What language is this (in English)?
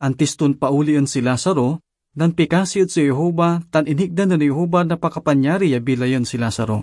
Pangasinan